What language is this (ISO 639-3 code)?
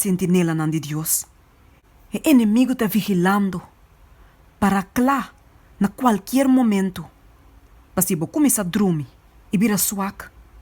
pap